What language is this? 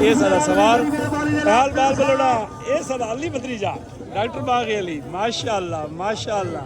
Saraiki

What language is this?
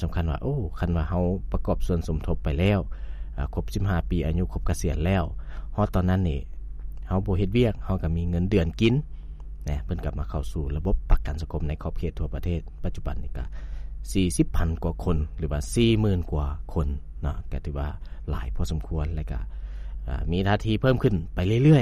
Lao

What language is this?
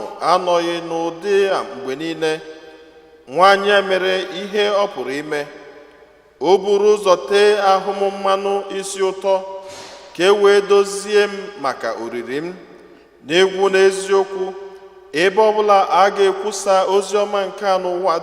Igbo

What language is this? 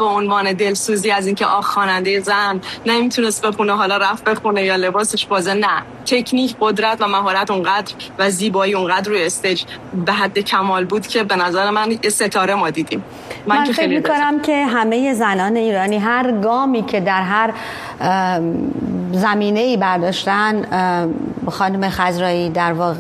Persian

